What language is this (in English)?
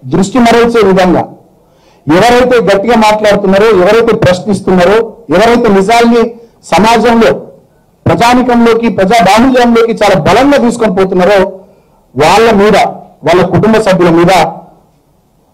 Telugu